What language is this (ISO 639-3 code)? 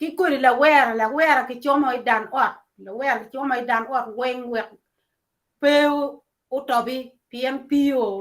ach